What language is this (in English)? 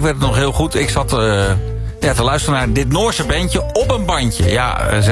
Dutch